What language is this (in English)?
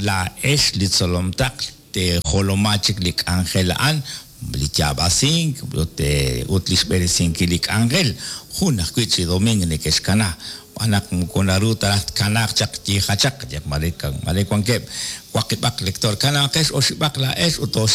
Kekchí